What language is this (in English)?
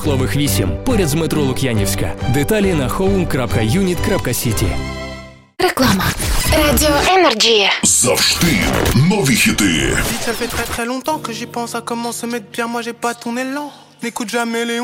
Ukrainian